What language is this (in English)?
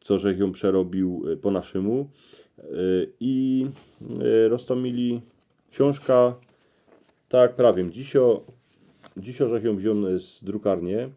Silesian